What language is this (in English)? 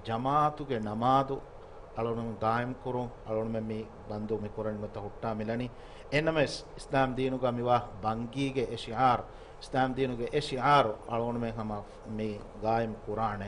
Divehi